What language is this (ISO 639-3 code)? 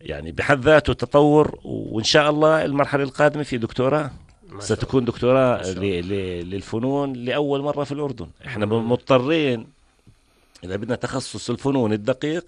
apc